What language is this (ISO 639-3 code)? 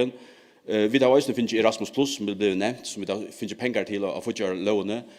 fao